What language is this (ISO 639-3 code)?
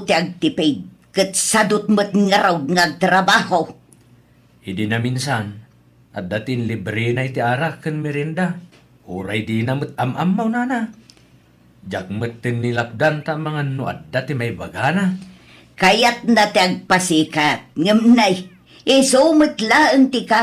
ilo